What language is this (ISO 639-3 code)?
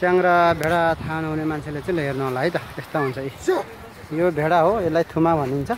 nep